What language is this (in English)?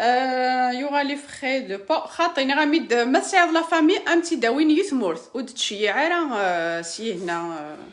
Kabyle